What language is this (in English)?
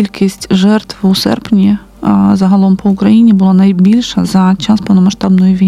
Ukrainian